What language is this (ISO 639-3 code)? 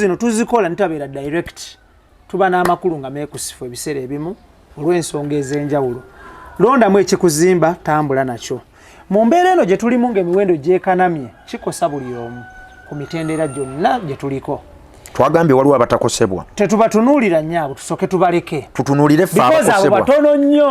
lug